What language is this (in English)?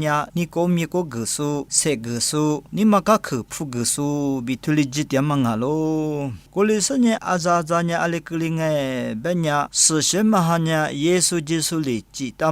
Lisu